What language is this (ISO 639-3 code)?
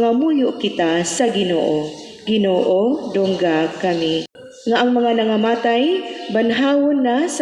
ceb